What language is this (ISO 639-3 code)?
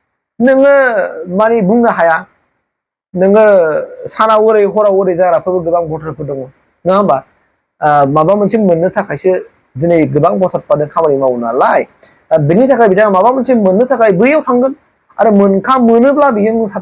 brx